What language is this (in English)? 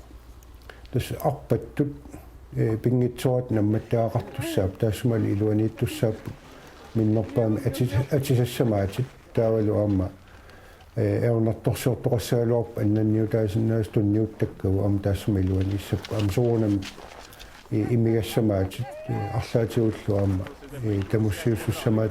Kalaallisut